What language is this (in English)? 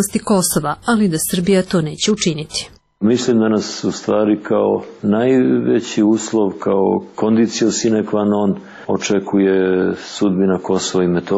Serbian